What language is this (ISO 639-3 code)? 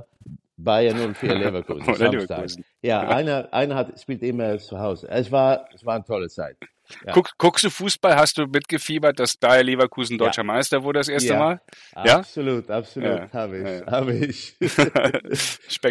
deu